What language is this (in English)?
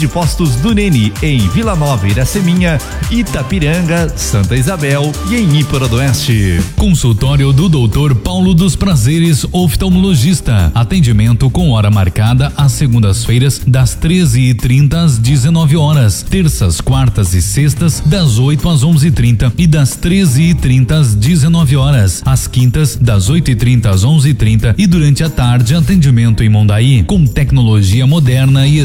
Portuguese